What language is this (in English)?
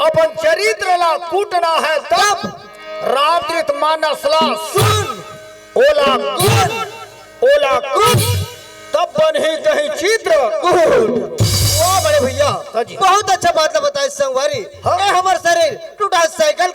Chhattisgarhi